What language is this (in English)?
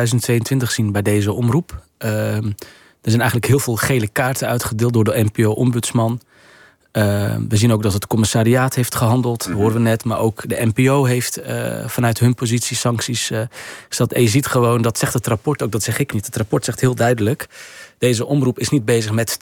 Dutch